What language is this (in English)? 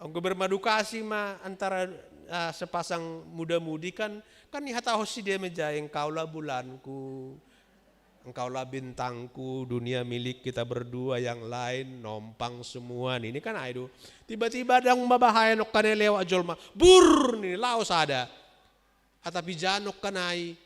Batak Simalungun